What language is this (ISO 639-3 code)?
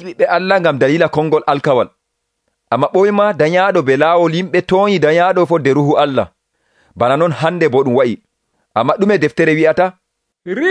fuv